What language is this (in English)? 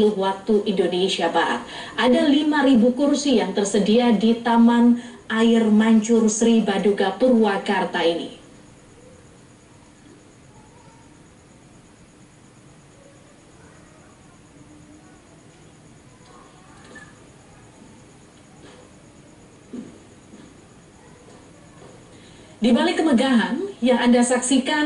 Indonesian